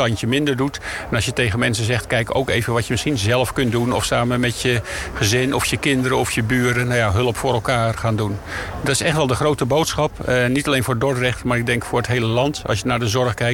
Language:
Dutch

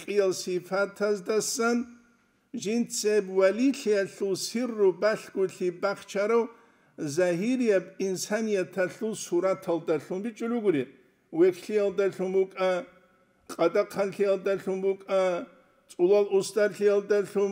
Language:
Avaric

